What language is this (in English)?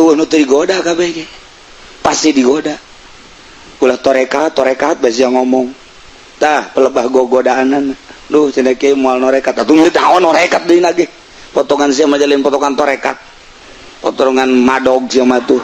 Sundanese